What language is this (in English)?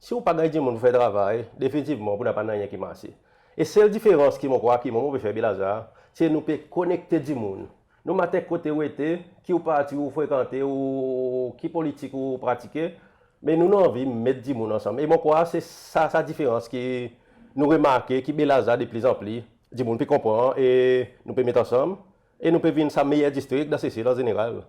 Seselwa Creole French